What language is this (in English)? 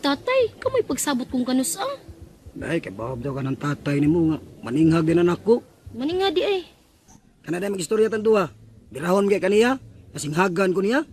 Cebuano